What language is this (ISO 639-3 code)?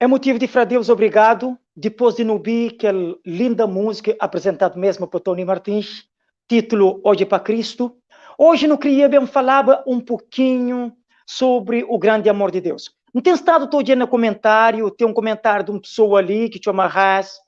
kea